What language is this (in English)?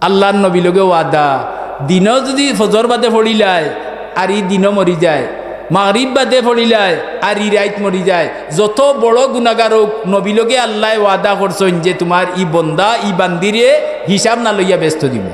Sylheti